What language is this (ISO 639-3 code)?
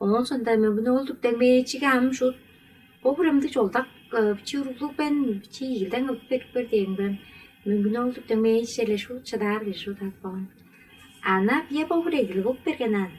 tyv